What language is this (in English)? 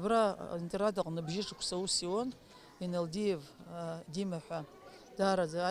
Abkhazian